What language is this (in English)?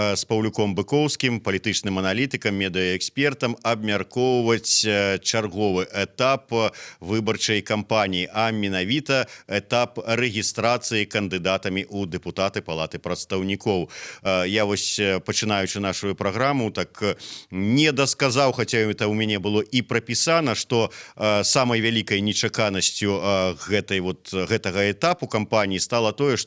Belarusian